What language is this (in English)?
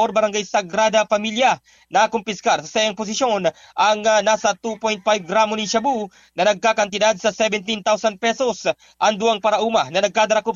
Bikol